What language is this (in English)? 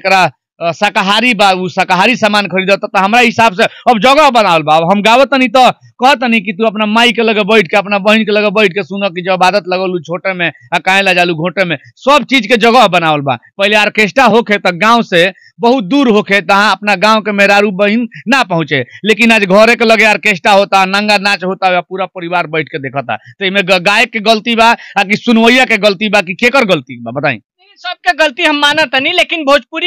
Bhojpuri